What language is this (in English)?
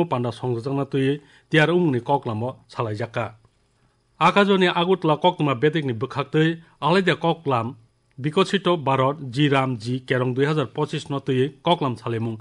Kok Borok